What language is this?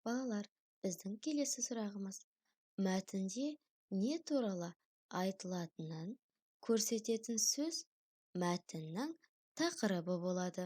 Kazakh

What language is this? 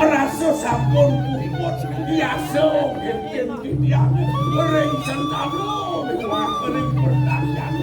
Balinese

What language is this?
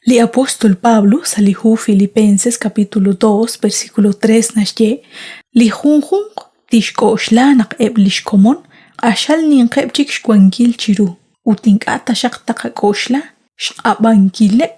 Kekchí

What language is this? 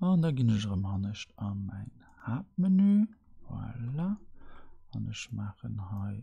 Luxembourgish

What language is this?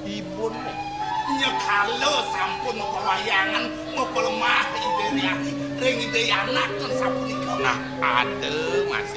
Balinese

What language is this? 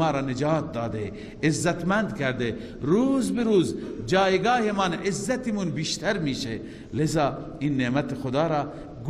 Persian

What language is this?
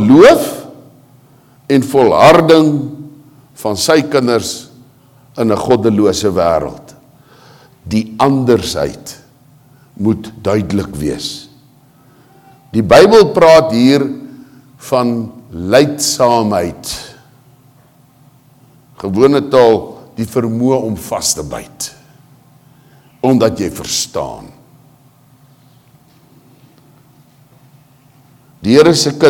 Afrikaans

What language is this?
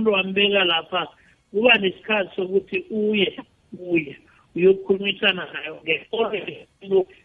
South Ndebele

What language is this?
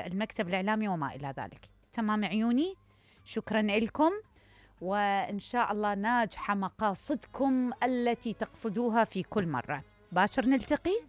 Mesopotamian Arabic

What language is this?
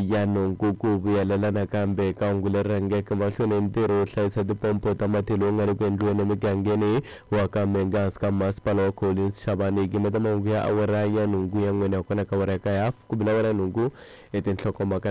Tsonga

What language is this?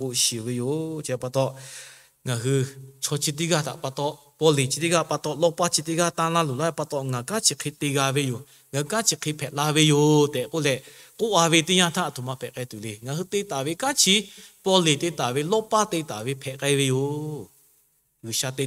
Lahu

